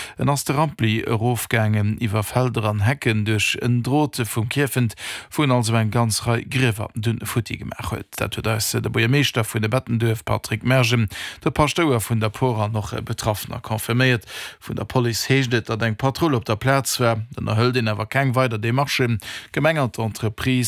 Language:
Luxembourgish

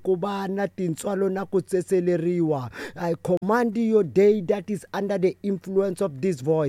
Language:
Tsonga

